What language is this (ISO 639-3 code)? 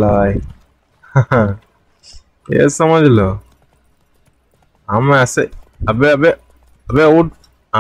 hin